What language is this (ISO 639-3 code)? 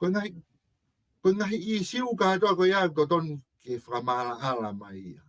ton